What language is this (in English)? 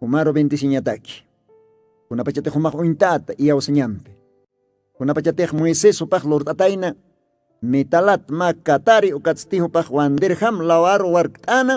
Aymara